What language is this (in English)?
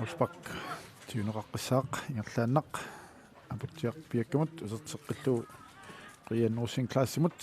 Kalaallisut